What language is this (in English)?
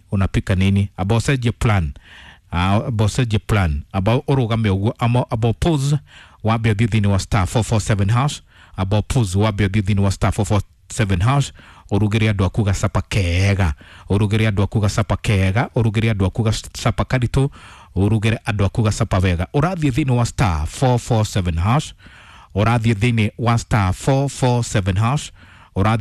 Kikuyu